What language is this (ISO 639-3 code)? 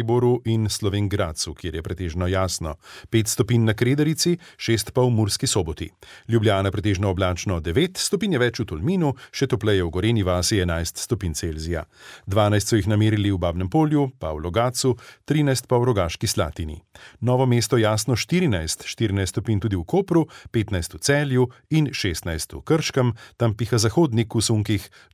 slv